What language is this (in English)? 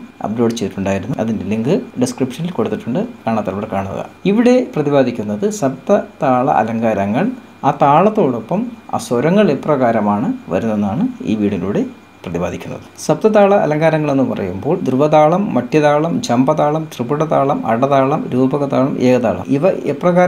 Malayalam